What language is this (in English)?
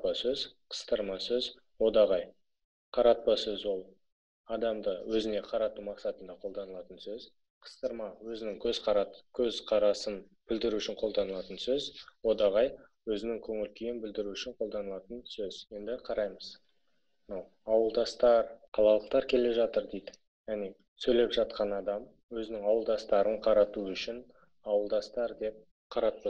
Kazakh